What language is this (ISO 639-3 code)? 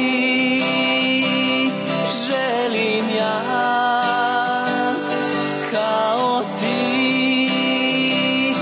hrv